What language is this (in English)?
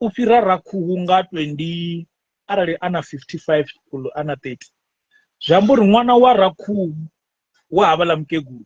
Venda